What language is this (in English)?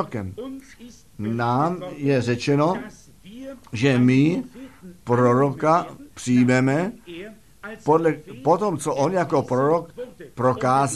Czech